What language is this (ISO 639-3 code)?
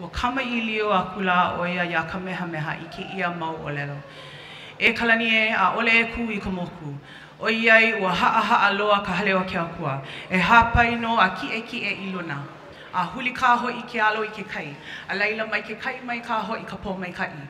haw